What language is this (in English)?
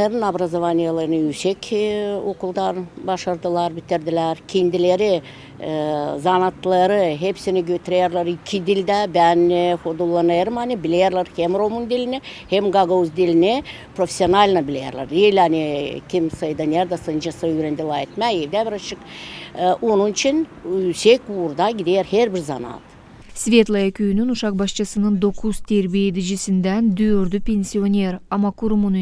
Gagauz